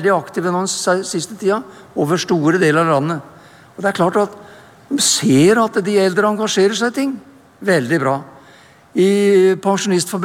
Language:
Norwegian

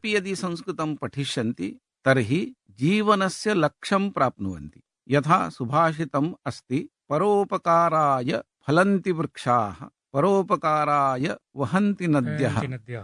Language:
Sanskrit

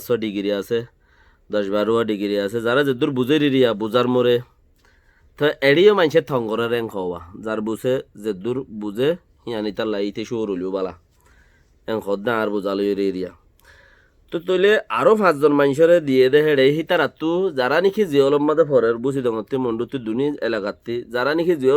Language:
Rohingya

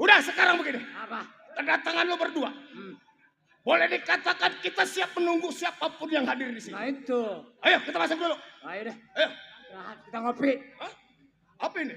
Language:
Betawi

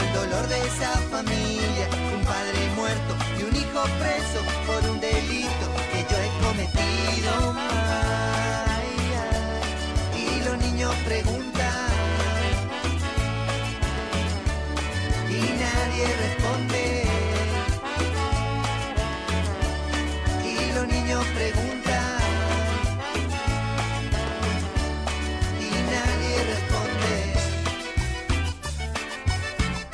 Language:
Spanish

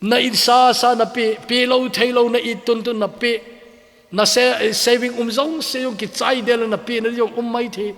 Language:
Thado Chin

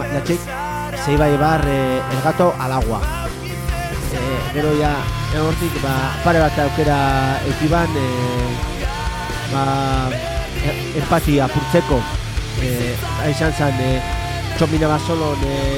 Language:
Basque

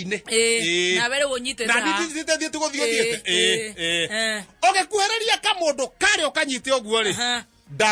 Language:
Kikuyu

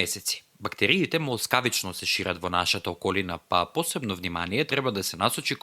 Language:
Macedonian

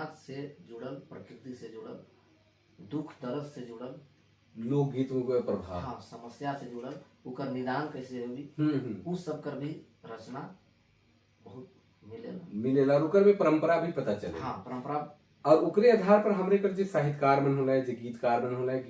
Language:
Sadri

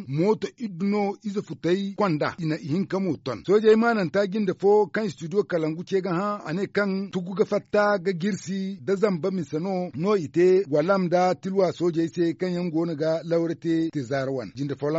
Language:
Zarma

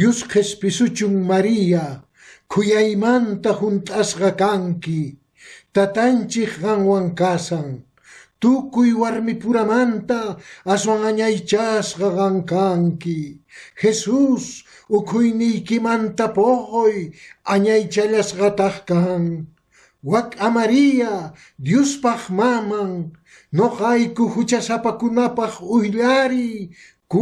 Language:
Quechua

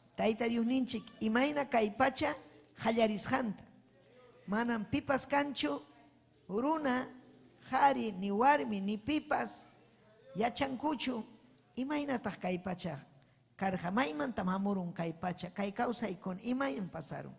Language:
Ayacucho Quechua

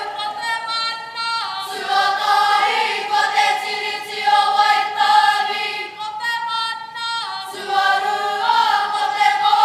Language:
Māori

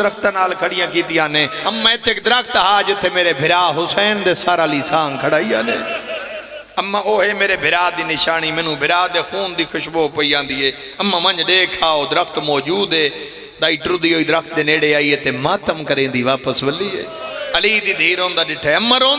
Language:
Pahari-Potwari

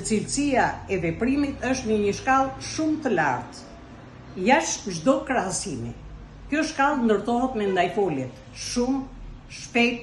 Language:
Albanian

